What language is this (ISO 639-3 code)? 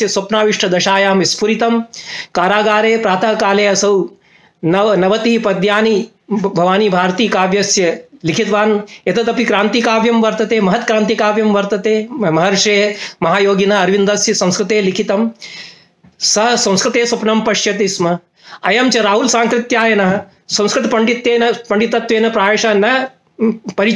san